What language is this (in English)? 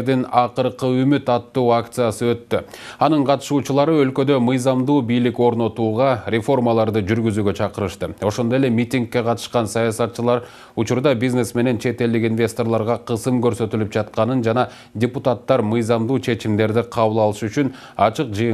Kyrgyz